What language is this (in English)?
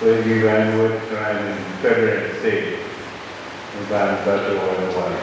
Pohnpeian